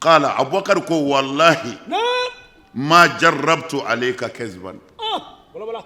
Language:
Bambara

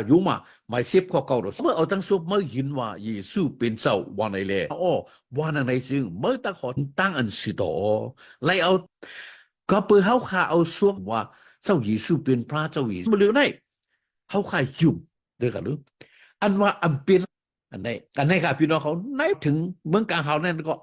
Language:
Shan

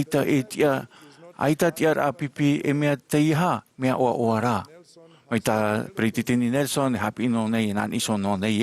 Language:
Tahitian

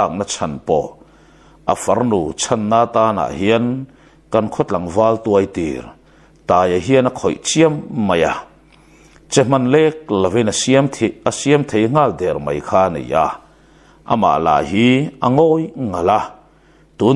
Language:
Mizo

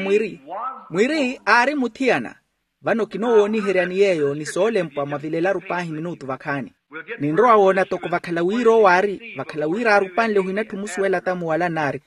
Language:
Makhuwa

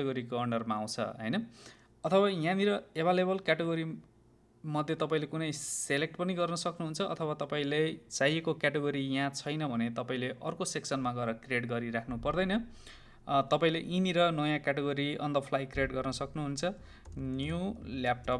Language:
Nepali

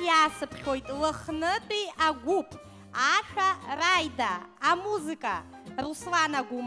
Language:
Abkhazian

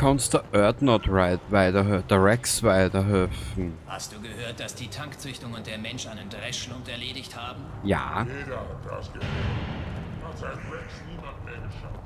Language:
Bavarian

